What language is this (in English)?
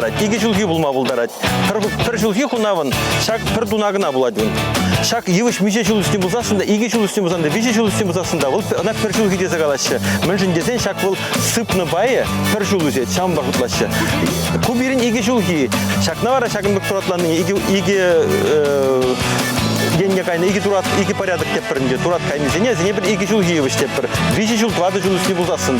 Chuvash